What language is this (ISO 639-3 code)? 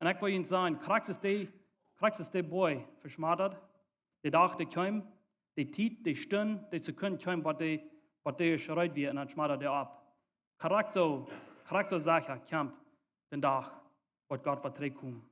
pdt